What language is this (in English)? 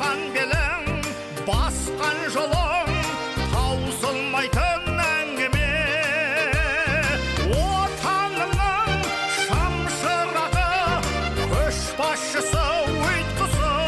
Kazakh